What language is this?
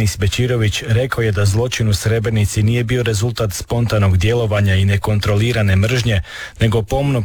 Croatian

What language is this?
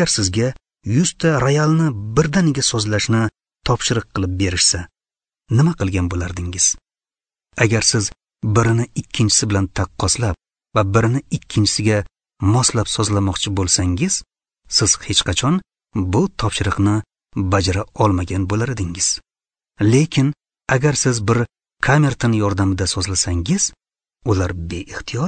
Uzbek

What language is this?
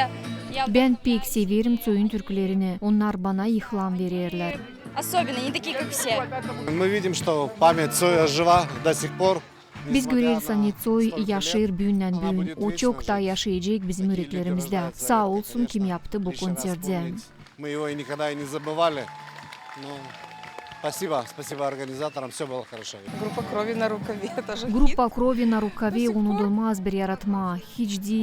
Gagauz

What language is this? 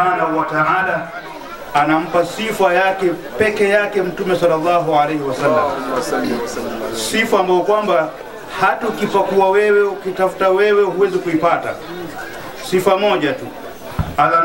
Swahili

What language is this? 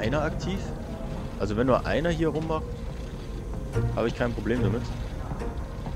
German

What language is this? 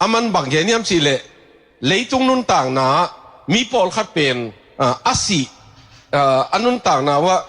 Tedim Chin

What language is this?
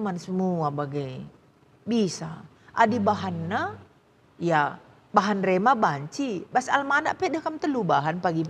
Batak Karo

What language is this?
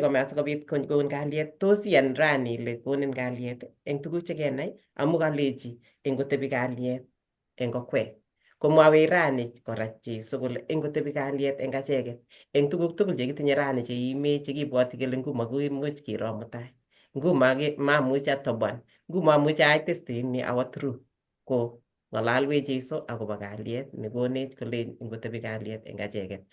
Kalenjin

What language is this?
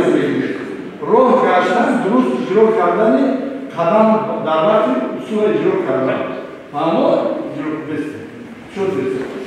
Tajik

